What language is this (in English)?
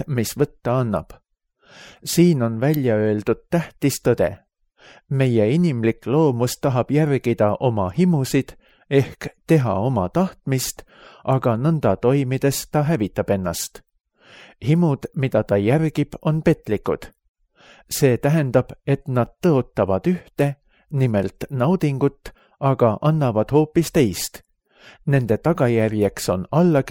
Estonian